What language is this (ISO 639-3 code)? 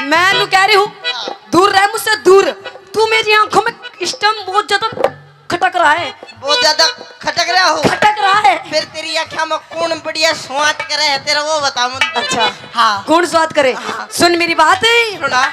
bgc